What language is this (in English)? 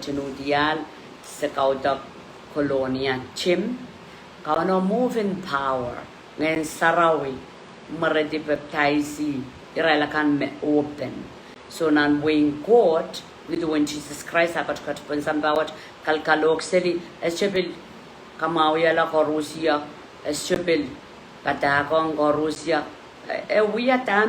Pohnpeian